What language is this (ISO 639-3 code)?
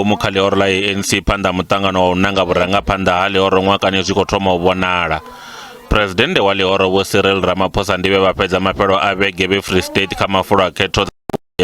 ven